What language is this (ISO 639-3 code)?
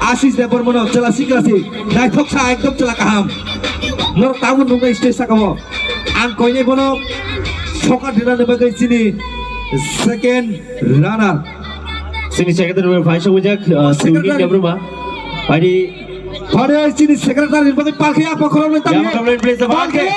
ria